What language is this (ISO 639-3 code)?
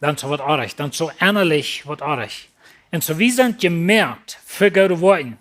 pdt